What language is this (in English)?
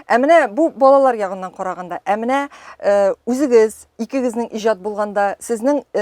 Tatar